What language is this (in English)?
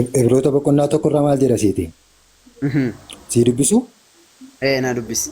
Oromo